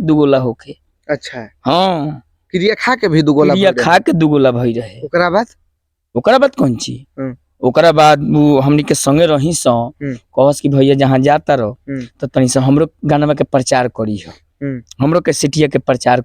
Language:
Bhojpuri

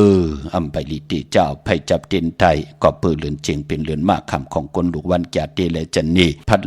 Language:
Shan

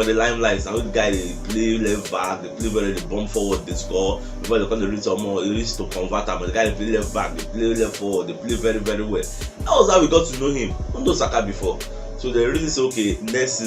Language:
Nigerian Pidgin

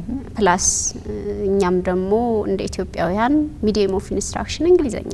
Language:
Amharic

